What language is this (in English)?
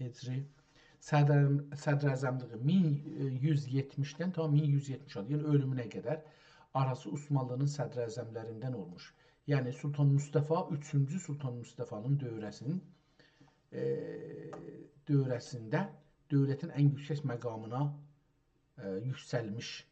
South Azerbaijani